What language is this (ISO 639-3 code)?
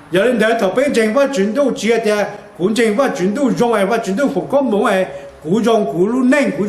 hmn